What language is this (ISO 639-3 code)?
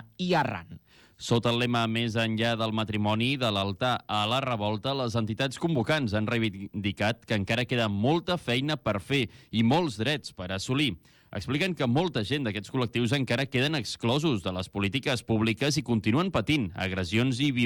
cat